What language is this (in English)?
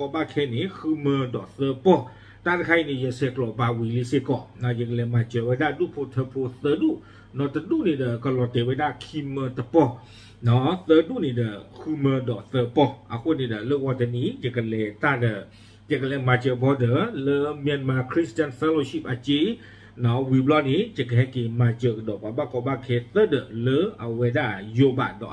S'gaw Karen